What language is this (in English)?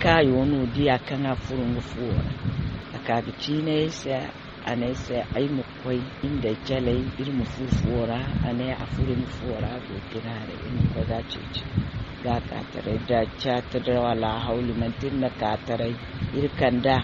Zarma